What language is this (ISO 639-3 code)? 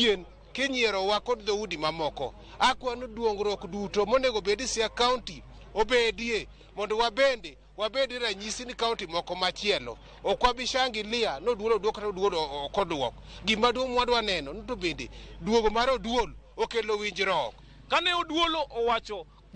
luo